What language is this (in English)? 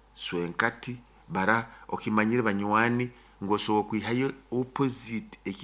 Nyoro